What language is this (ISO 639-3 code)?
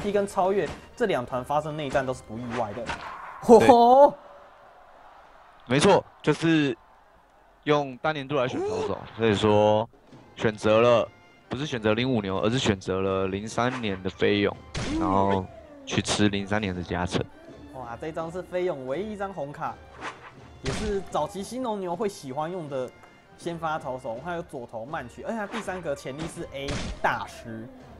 zho